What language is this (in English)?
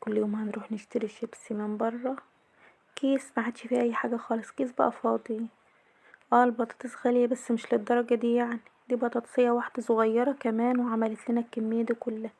Egyptian Arabic